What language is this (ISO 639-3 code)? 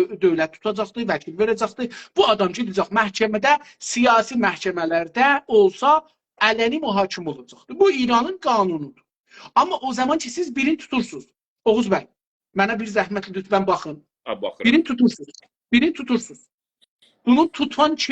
azb